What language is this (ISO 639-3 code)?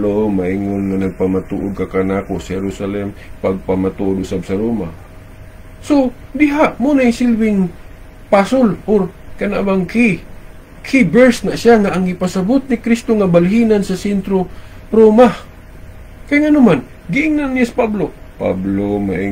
ceb